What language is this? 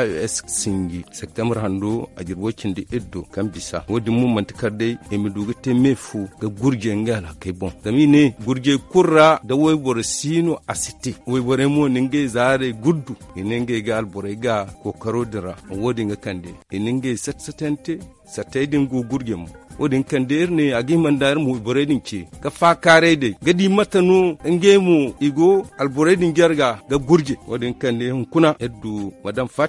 Zarma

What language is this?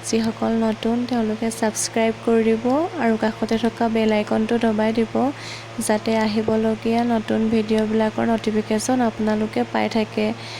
Assamese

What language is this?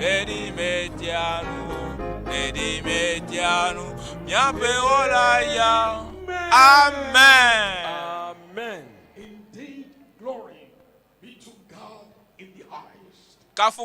Ewe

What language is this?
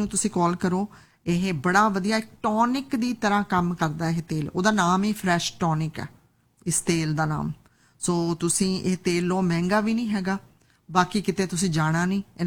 Punjabi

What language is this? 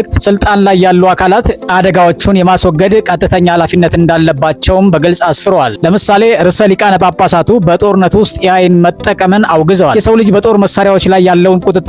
Amharic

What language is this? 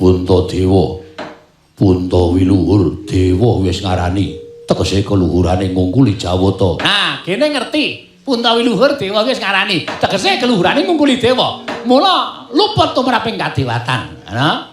Javanese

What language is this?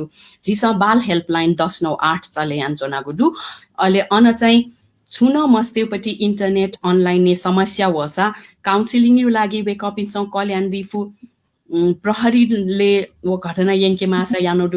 Newari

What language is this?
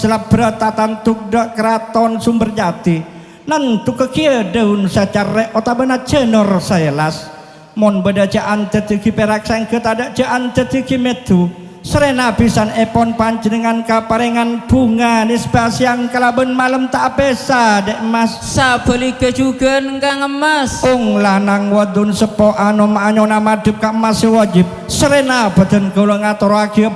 Madurese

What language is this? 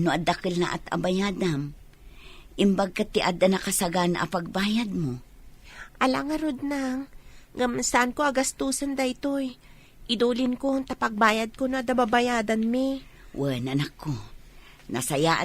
Iloko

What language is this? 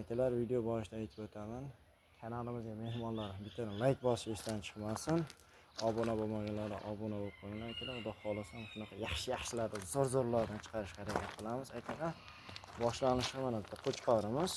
Uzbek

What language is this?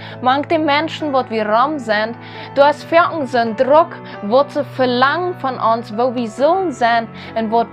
Plautdietsch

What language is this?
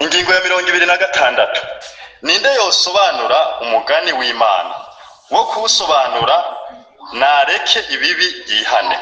Rundi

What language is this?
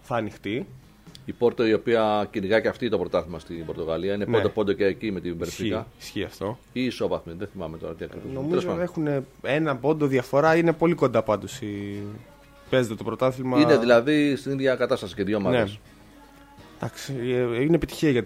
Greek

